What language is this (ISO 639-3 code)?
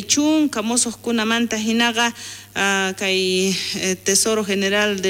quh